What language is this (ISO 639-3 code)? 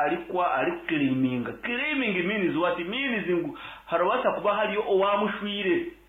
nyn